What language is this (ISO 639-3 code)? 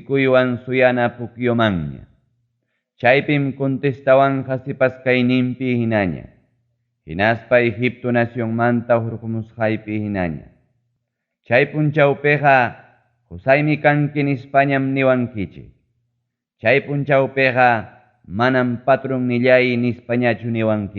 quy